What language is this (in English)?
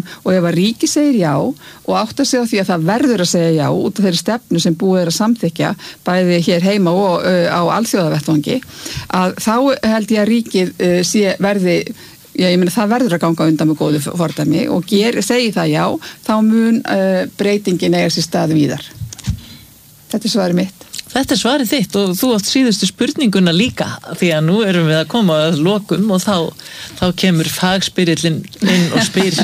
Icelandic